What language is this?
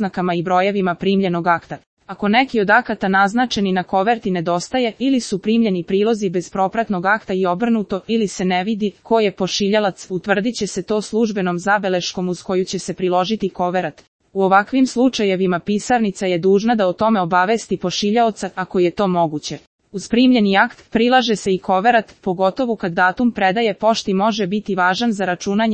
Serbian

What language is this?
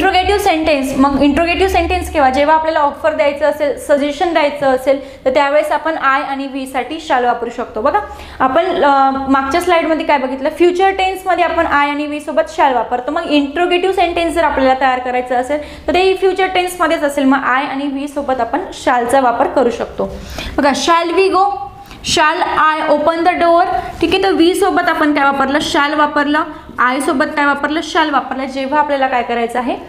Marathi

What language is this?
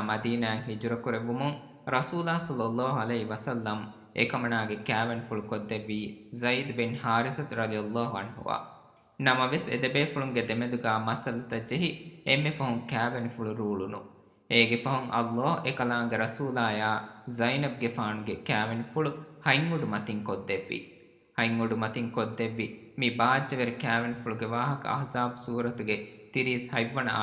Divehi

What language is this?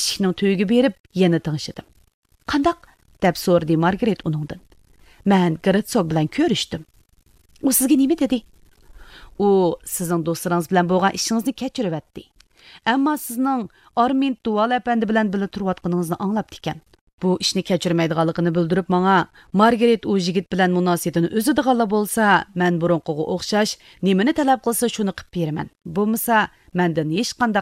Uyghur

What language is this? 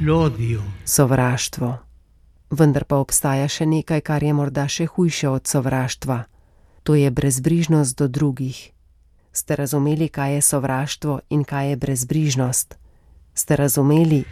Slovenian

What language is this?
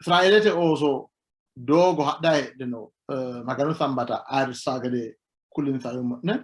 Sidamo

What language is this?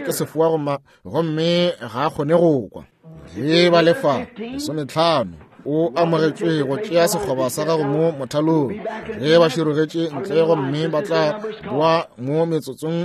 Northern Sotho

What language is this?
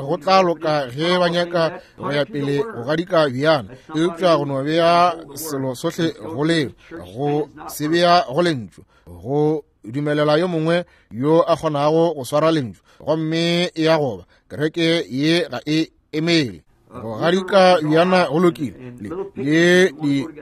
Northern Sotho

